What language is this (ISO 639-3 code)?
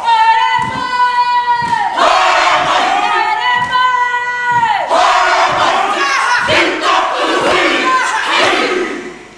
mri